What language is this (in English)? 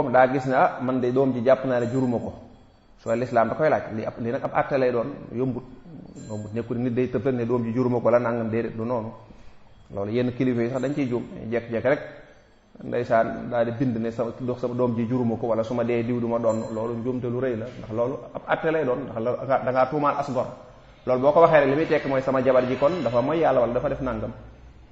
Wolof